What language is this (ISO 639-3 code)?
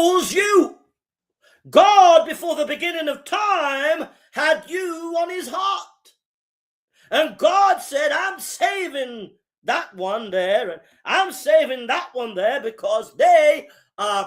eng